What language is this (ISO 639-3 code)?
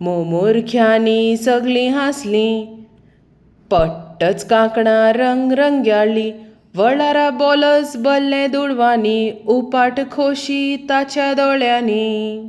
kok